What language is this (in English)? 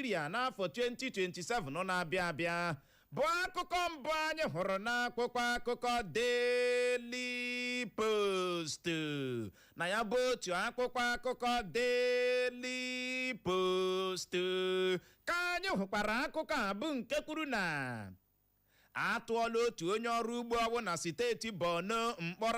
Igbo